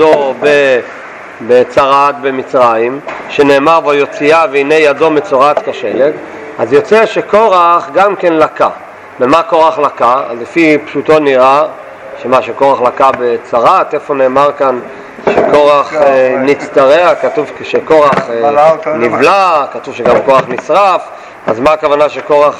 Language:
Hebrew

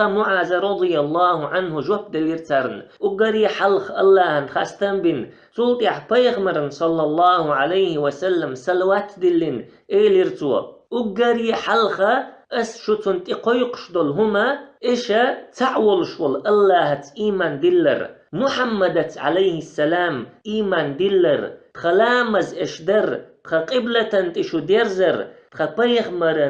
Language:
Chechen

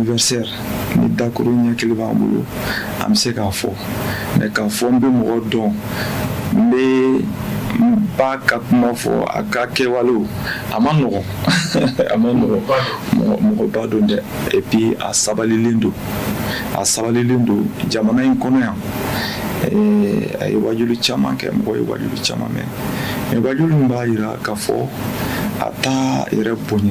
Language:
Bambara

